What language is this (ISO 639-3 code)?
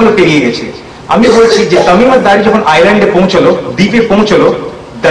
ben